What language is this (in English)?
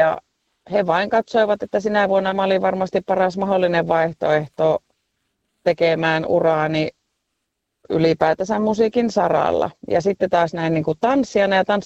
Finnish